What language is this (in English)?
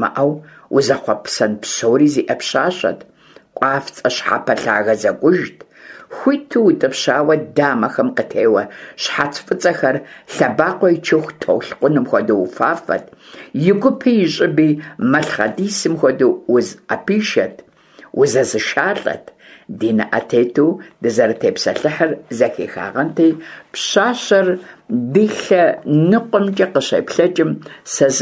Kabardian